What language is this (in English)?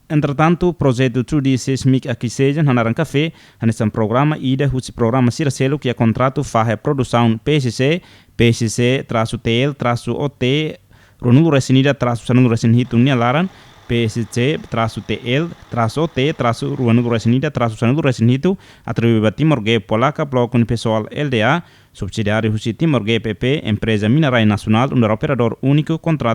Tetum